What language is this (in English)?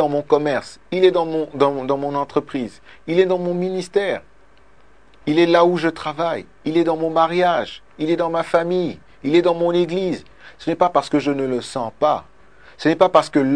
French